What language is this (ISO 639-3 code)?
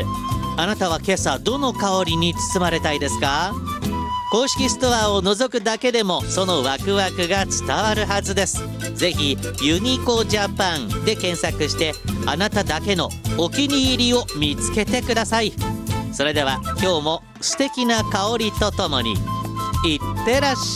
jpn